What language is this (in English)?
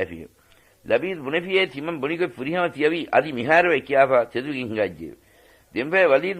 Divehi